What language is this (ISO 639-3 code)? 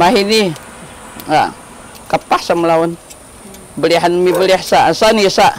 szy